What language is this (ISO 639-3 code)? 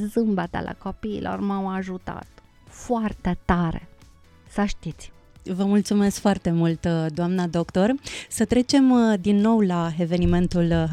ron